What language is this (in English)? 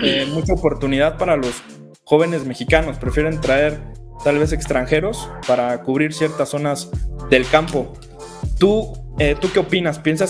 Spanish